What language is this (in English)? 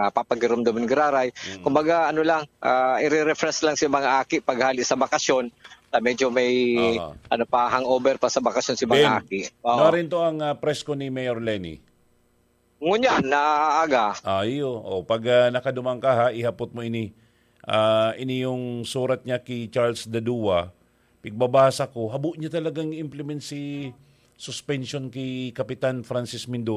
Bikol